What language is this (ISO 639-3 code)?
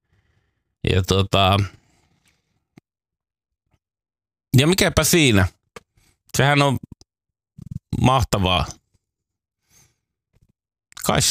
fin